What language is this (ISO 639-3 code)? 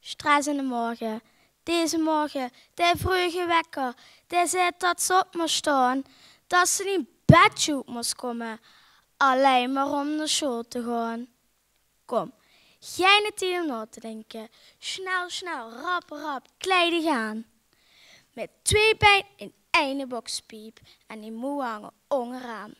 lim